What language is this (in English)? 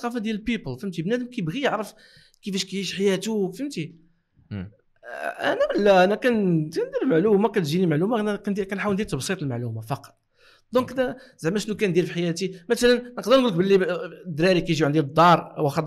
Moroccan Arabic